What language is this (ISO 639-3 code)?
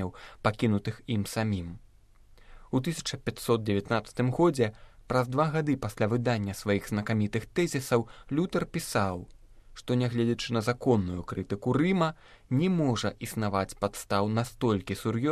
bel